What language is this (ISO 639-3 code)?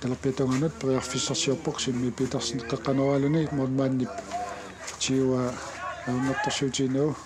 kal